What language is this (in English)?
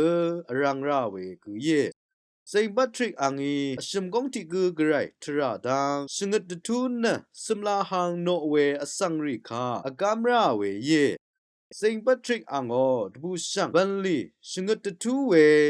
Rawang